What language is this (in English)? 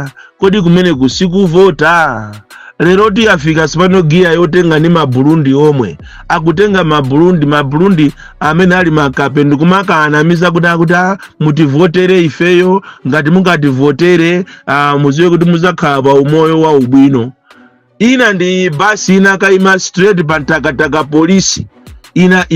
Nyanja